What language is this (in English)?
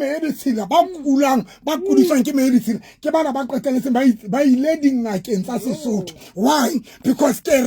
Southern Sotho